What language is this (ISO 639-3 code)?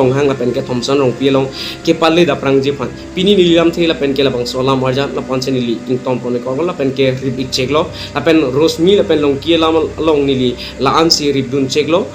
mjw